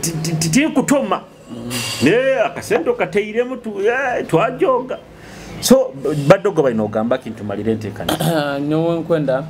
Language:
Nyoro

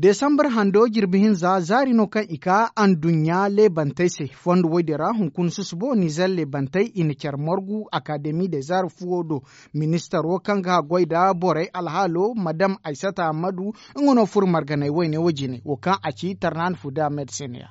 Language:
Zarma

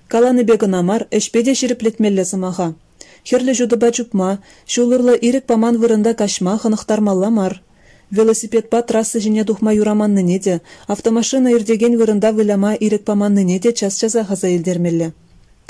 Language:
Chuvash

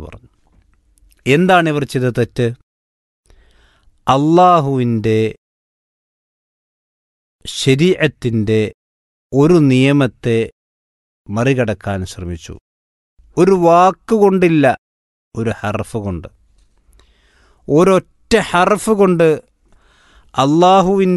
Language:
Malayalam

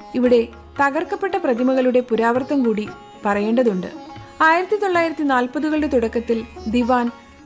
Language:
Malayalam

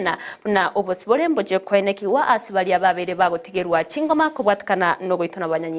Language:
Gusii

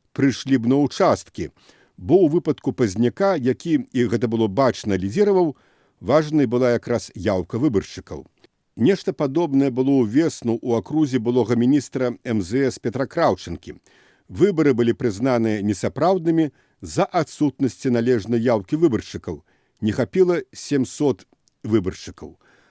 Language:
Belarusian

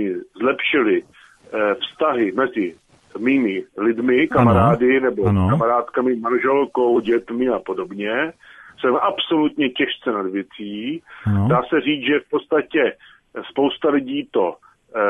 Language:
Czech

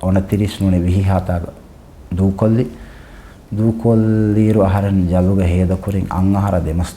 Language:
Divehi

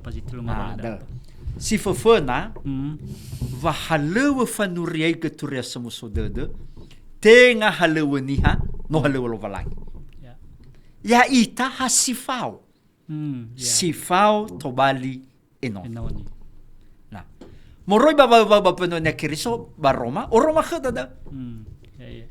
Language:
Nias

